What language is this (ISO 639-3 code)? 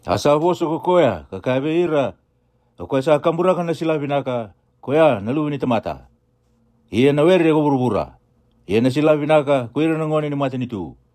fij